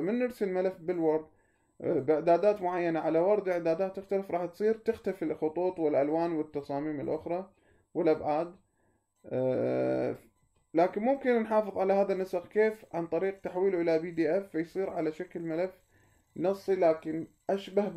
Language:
Mesopotamian Arabic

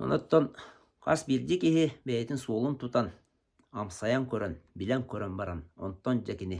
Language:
Yakut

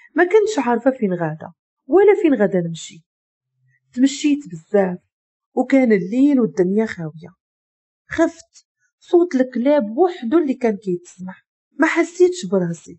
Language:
Moroccan Arabic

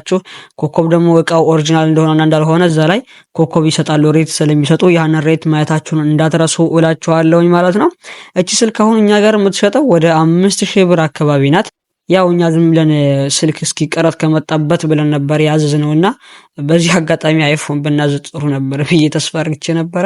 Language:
Amharic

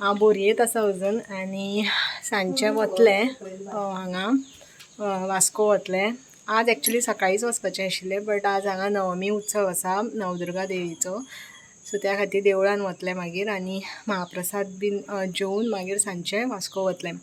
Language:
Konkani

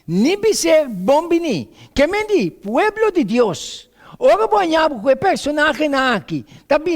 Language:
Papiamento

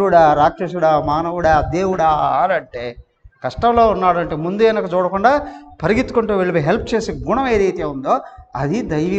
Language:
Telugu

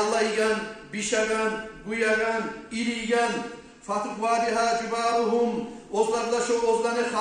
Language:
Kumyk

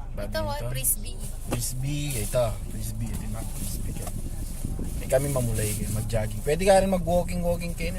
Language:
Pampanga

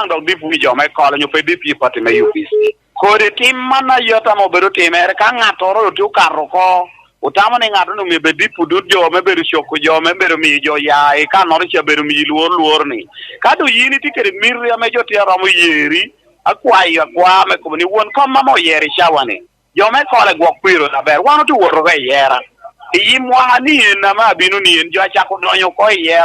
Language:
Lango (Uganda)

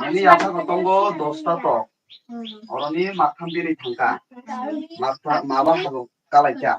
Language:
Kok Borok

